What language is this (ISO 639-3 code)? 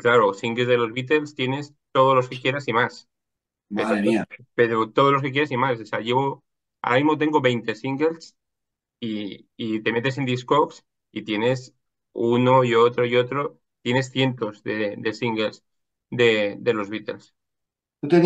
spa